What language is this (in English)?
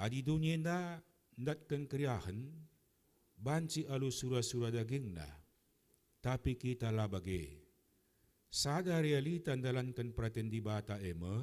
Batak Karo